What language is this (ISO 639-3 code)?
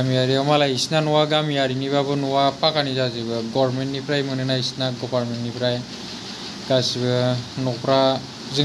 brx